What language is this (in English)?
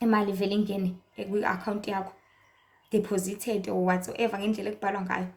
Zulu